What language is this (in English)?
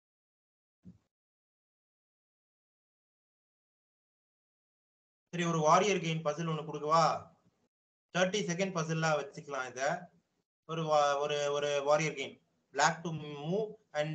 Tamil